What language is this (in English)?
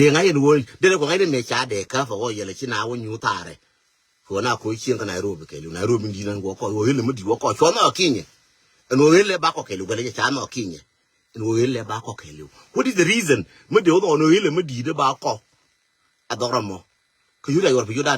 Nuer